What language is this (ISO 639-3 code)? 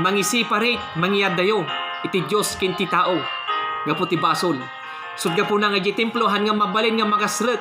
ilo